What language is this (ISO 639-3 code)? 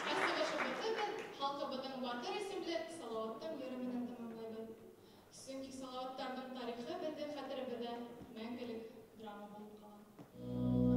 bak